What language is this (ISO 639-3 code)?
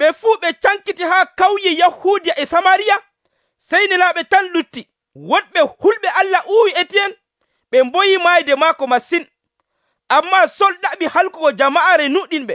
fuv